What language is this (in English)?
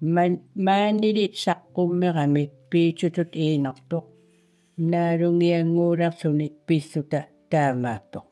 Kalaallisut